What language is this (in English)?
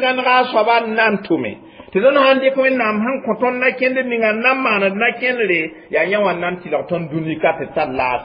Mossi